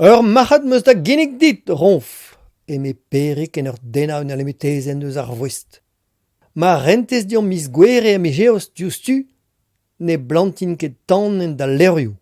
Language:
Breton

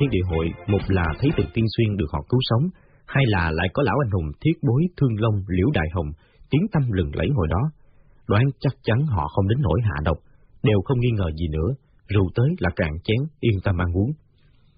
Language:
Vietnamese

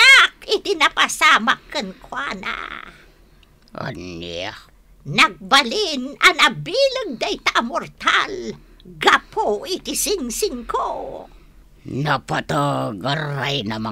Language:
Iloko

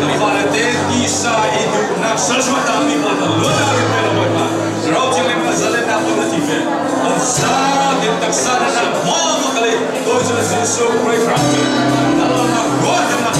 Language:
Falam Chin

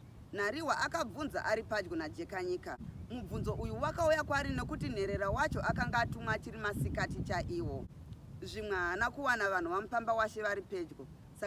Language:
Shona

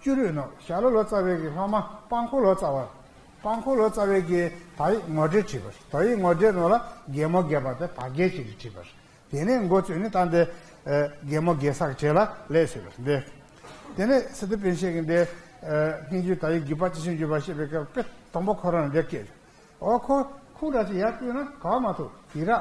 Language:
Tibetan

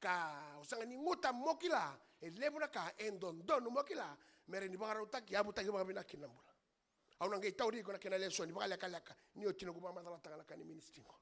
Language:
Fijian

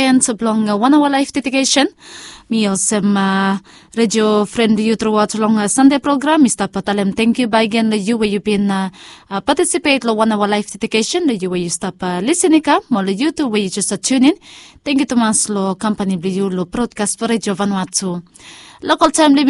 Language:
Bislama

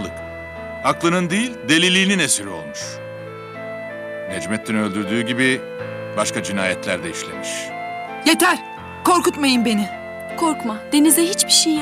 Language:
Turkish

